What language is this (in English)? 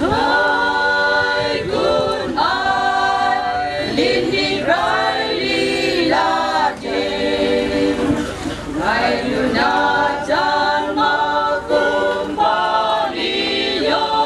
Kachin